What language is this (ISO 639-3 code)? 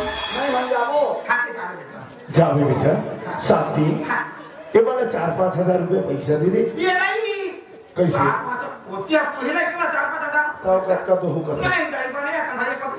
hne